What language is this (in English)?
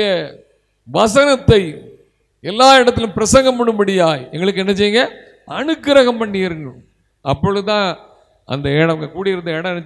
Tamil